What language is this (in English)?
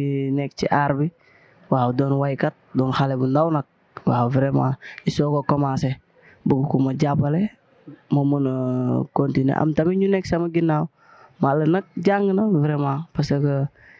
Wolof